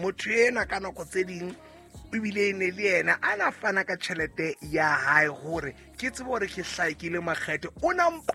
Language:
Southern Sotho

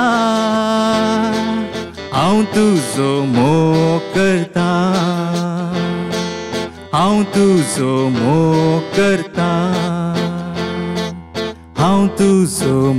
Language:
Konkani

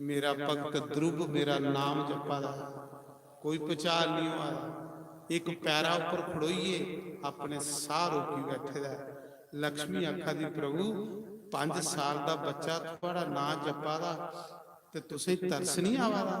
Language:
Dogri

